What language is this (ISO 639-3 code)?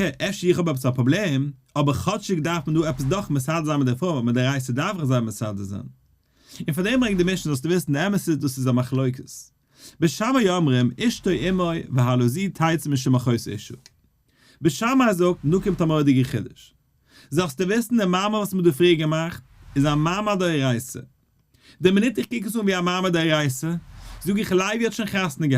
yid